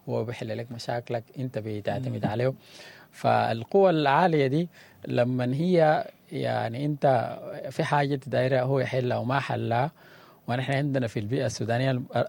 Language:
Sudanese Arabic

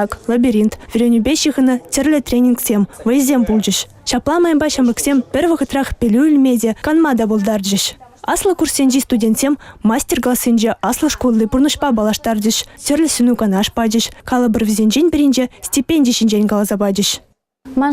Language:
Chuvash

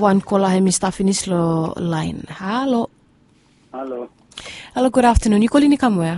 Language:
Bislama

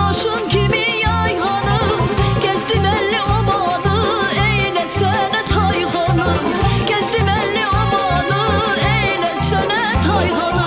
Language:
Turkmen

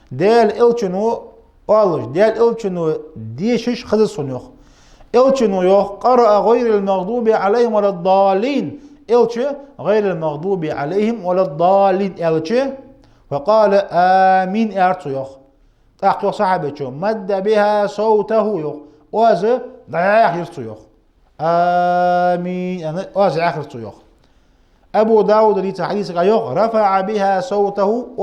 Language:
Ingush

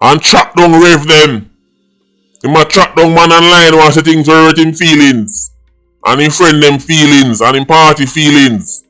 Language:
Jamaican Creole English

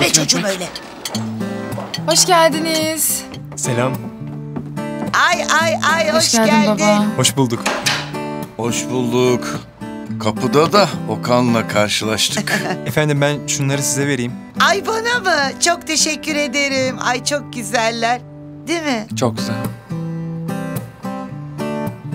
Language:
Turkish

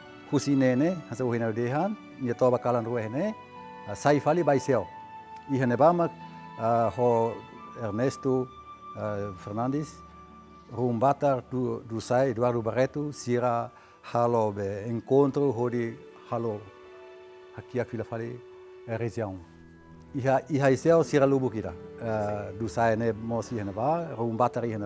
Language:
Tetum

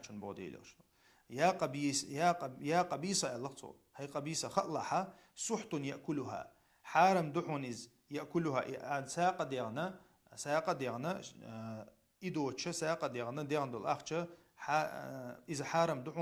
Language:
Chechen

